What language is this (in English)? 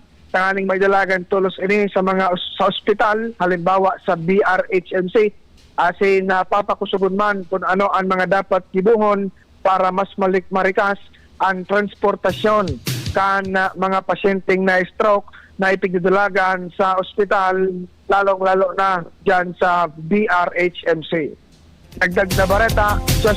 Bikol